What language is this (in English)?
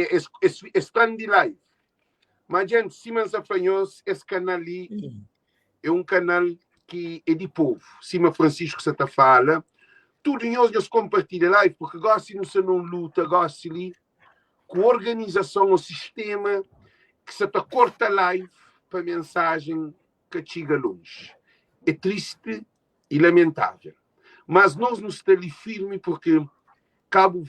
Kabuverdianu